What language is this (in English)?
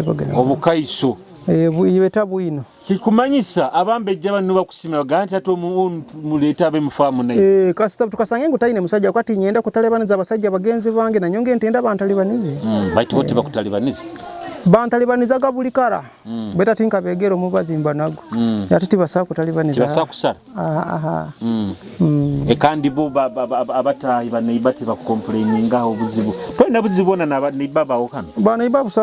Nyoro